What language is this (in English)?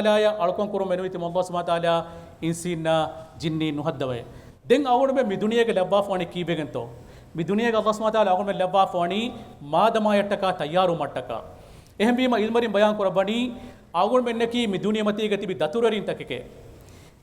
Divehi